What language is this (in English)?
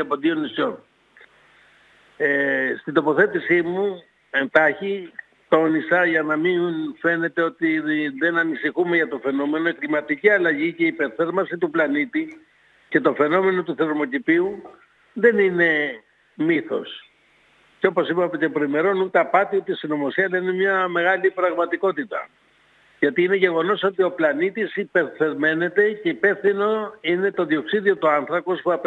Greek